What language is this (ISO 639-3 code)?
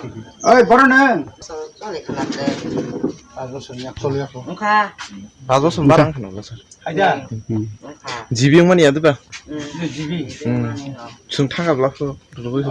trp